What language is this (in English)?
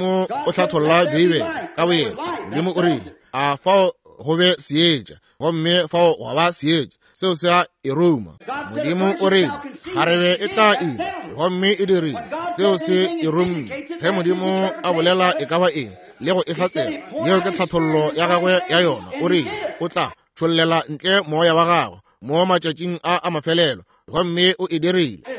Northern Sotho